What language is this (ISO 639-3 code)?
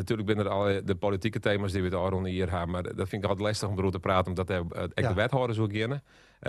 fry